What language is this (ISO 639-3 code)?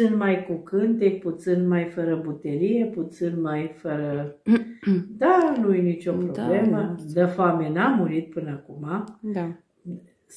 ron